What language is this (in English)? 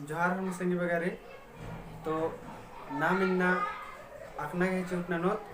Kurukh